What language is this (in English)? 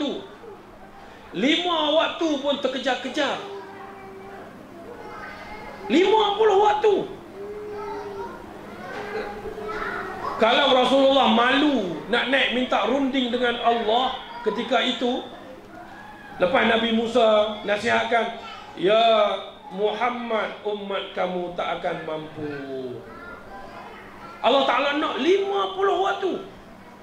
Malay